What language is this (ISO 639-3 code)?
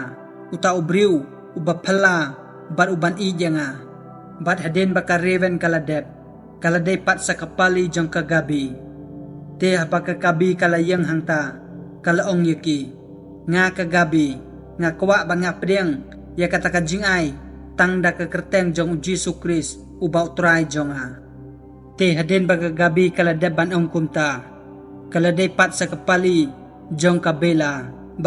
kha